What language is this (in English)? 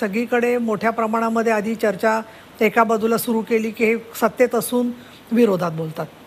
Marathi